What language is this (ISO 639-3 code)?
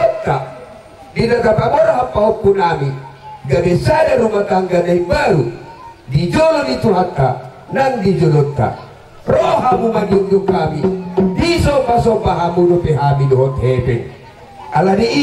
bbc